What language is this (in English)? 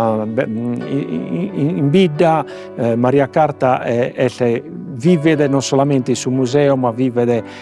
Sardinian